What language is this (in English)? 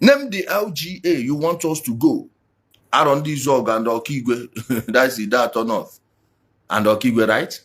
Igbo